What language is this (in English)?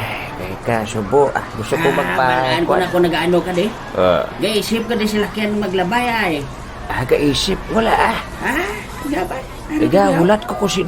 Hiligaynon